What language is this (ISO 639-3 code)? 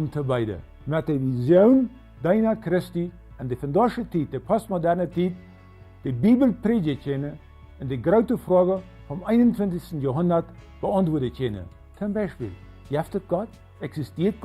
pdt